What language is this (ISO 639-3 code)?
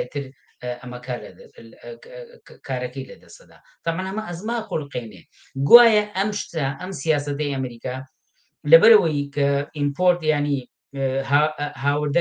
ckb